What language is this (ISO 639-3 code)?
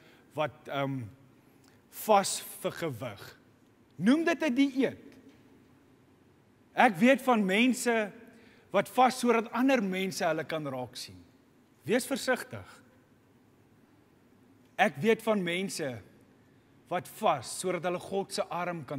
afr